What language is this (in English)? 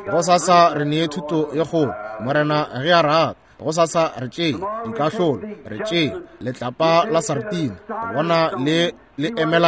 Northern Sotho